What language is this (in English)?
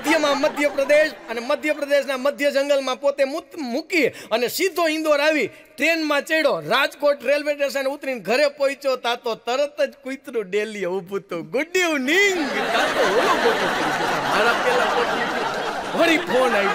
Gujarati